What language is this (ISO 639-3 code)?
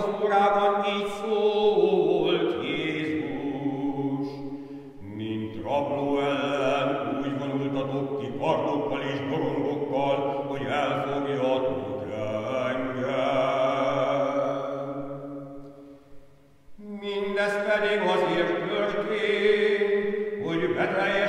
hun